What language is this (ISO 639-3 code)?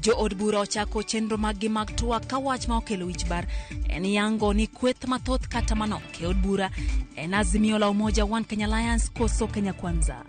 luo